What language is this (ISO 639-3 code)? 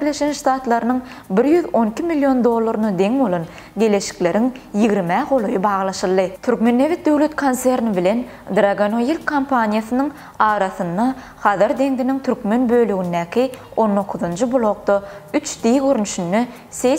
tuk